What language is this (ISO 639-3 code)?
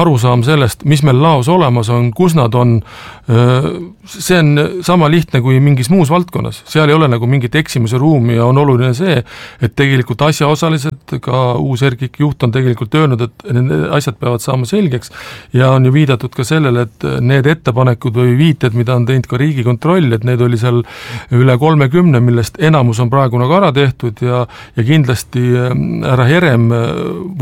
est